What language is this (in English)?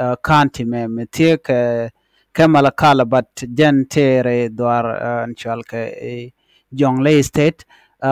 Nuer